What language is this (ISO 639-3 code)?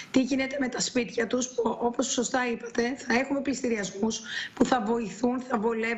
ell